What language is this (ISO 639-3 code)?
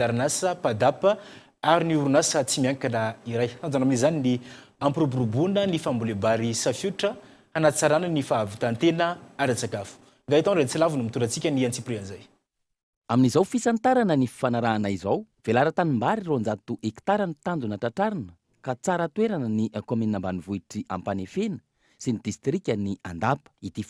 mlg